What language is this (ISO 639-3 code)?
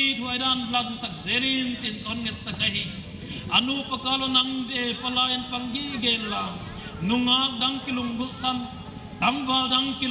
pck